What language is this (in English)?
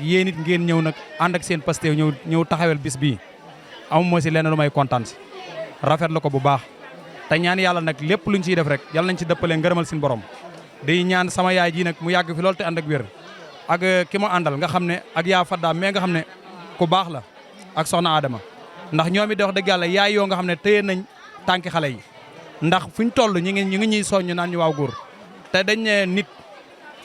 Wolof